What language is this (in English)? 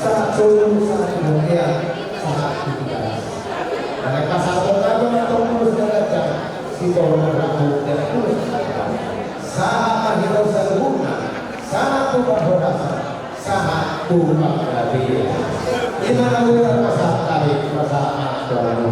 Batak Toba